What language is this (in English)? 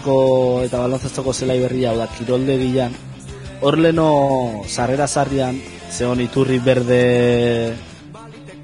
Basque